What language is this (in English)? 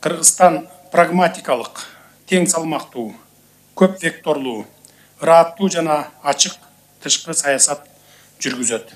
Kyrgyz